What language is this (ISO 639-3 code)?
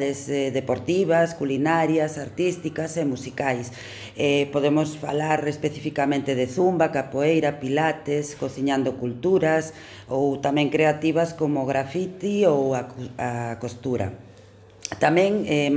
glg